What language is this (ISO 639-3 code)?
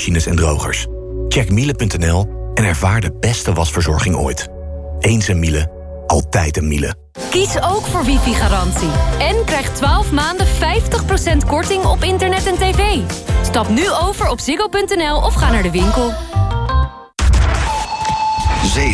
nld